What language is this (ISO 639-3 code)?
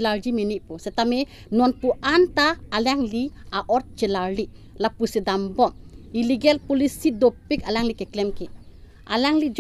mjw